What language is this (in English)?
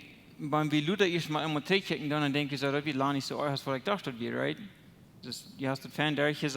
Plautdietsch